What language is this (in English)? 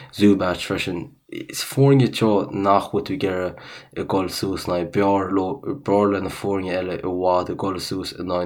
Irish